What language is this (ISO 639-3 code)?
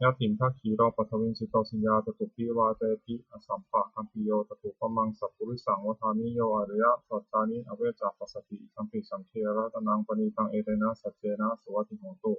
pli